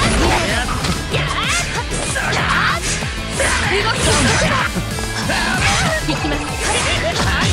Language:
Japanese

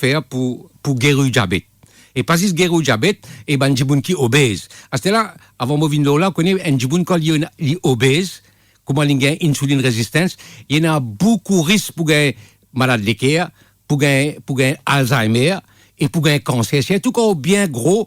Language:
Morisyen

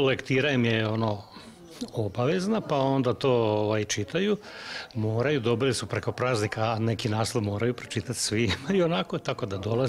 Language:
Croatian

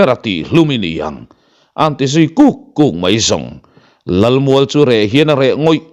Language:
Mizo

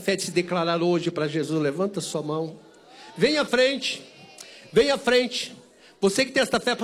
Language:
Portuguese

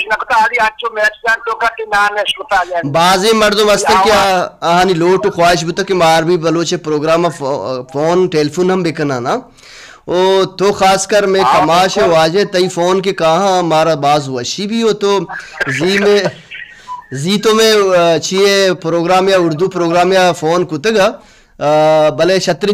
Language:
Baluchi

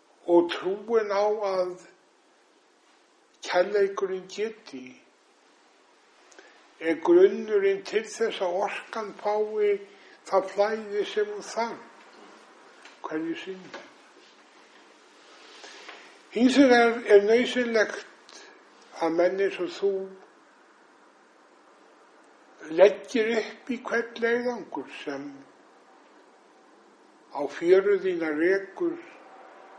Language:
Icelandic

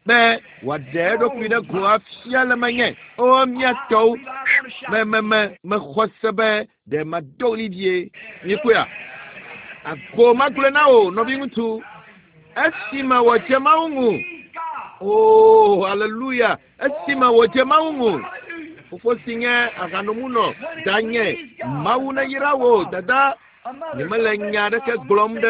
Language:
Ewe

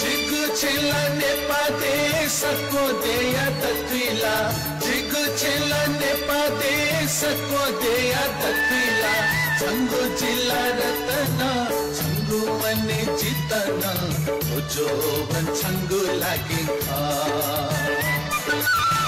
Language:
Newari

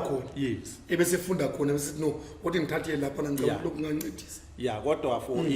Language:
Zulu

